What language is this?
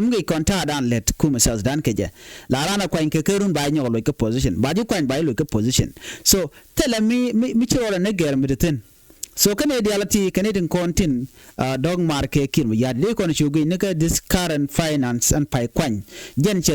Nuer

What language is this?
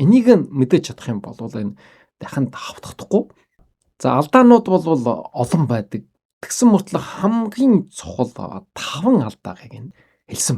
Mongolian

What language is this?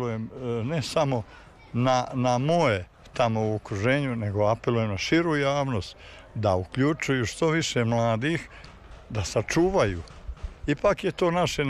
Serbian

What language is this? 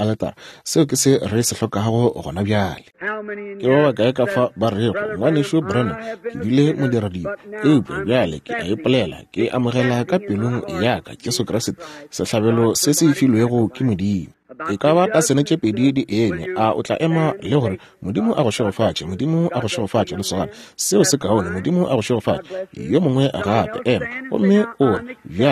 Northern Sotho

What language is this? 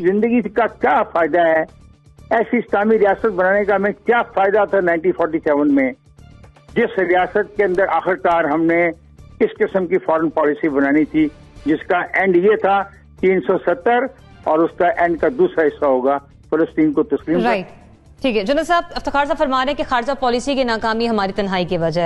Urdu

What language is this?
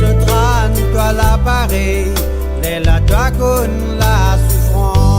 Morisyen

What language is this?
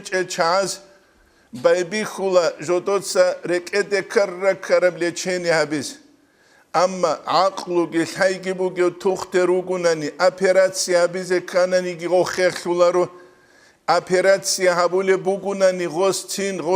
Avaric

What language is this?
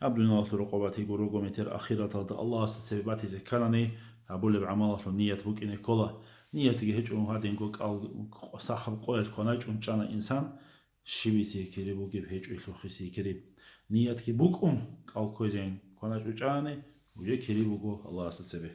Avaric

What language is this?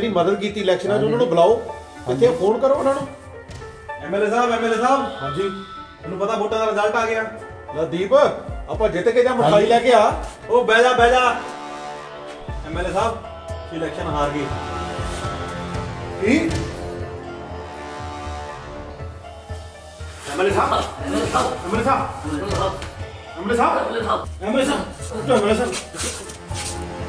Punjabi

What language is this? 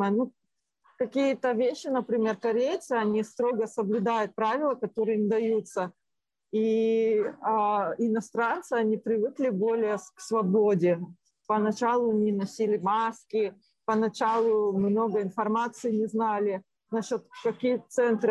Russian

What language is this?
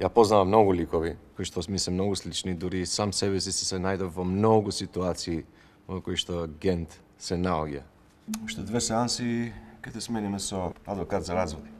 Macedonian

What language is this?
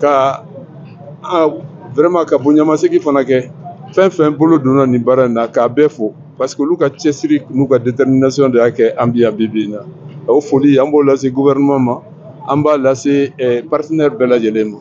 Bambara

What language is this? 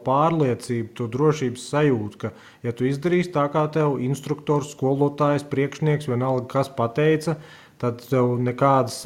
Latvian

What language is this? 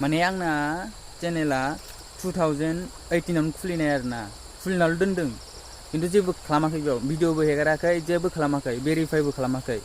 Bodo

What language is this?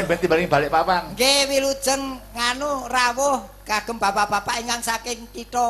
Javanese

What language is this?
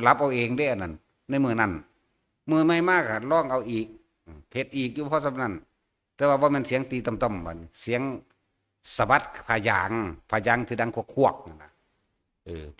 Northeastern Thai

